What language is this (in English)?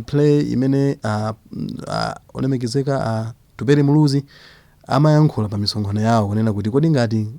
Nyanja